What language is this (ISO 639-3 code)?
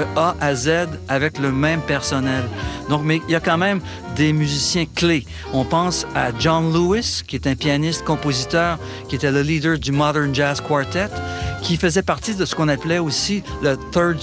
fra